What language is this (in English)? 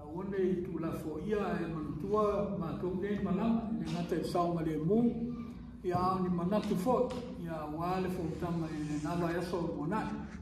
Samoan